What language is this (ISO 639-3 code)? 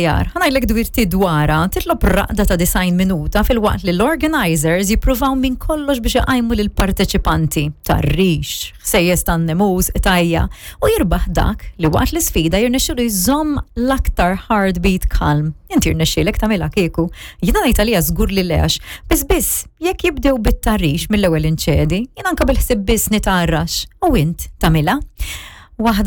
mlt